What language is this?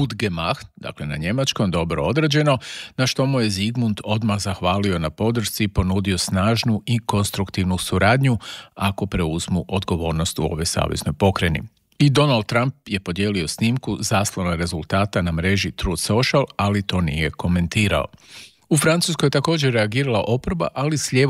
Croatian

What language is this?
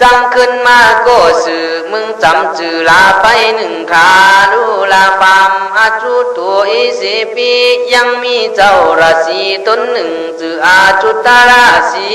Khün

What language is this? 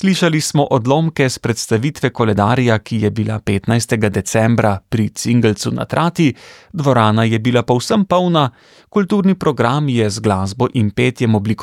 Slovenian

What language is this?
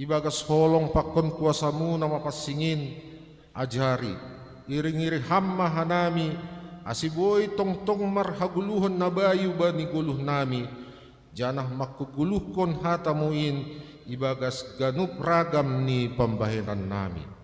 Batak Simalungun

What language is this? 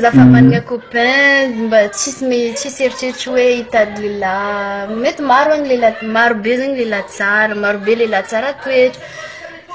Malagasy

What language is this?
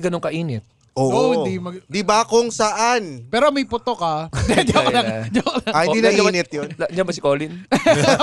Filipino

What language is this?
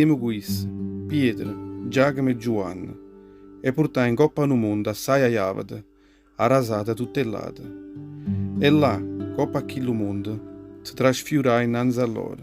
Neapolitan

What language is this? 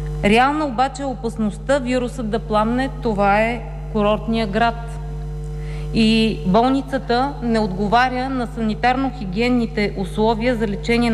Bulgarian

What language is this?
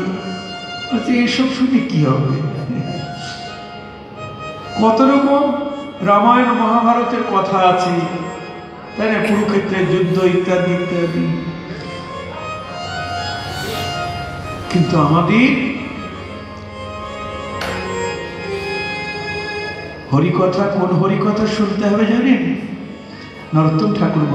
Bangla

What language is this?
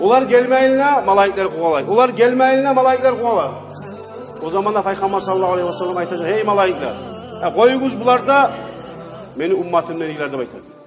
Kumyk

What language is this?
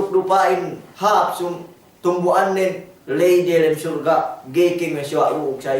Yakan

